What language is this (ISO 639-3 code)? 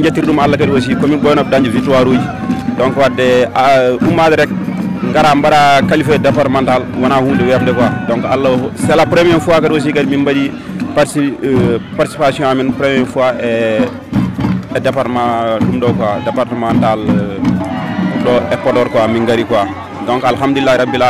ful